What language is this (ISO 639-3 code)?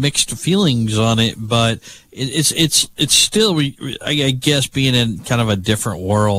eng